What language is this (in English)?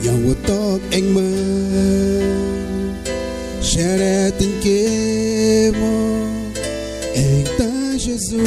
Kaingang